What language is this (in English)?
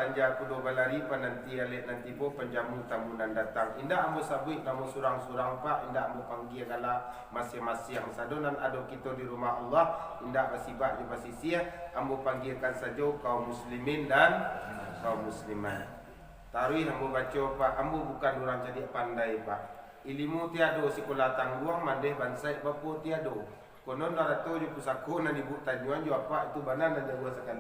Minangkabau